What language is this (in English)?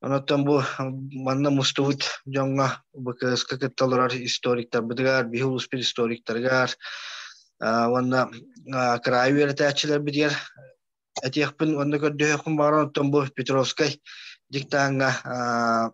Yakut